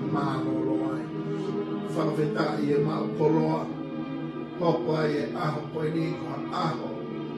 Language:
Tongan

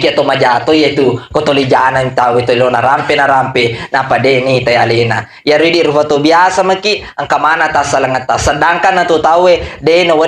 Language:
Buginese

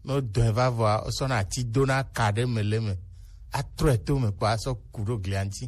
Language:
Gen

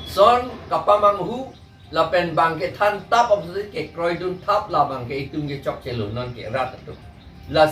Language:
Karbi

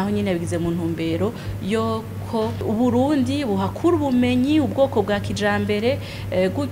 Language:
Rundi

